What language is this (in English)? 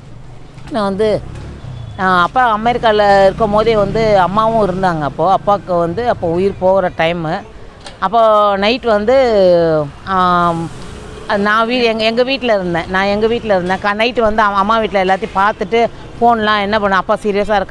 Tamil